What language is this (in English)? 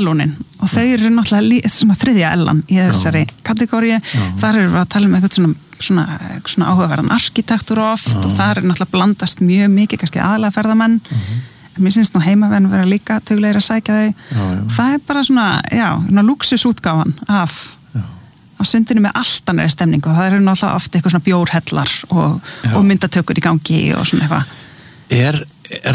Icelandic